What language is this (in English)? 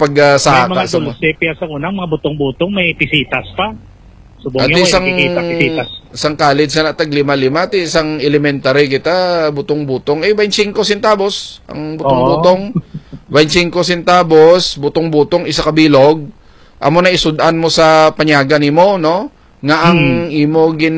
Hiligaynon